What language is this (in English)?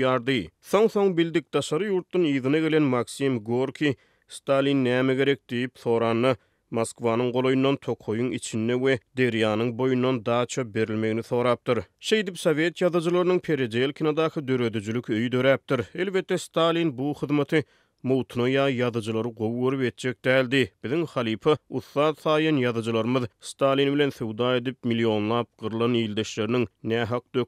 Turkmen